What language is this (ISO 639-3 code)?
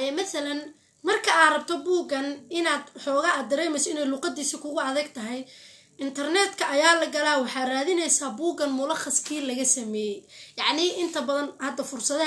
som